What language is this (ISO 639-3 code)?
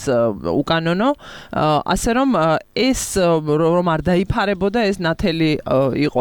kat